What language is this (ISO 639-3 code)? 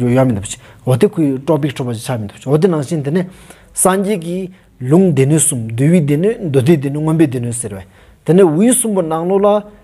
sbu